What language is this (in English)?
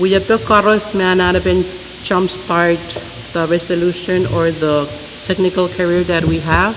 Pohnpeian